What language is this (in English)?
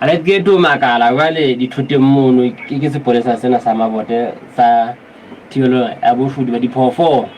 Southern Sotho